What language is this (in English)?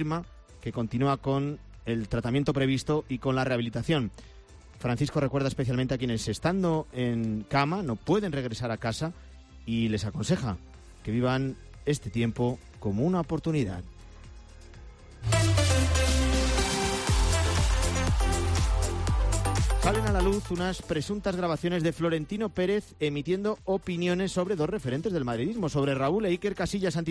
Spanish